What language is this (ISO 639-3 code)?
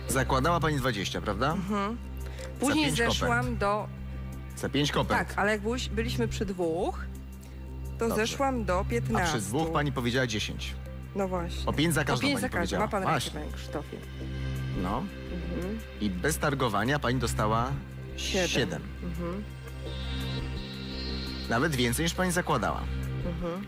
pol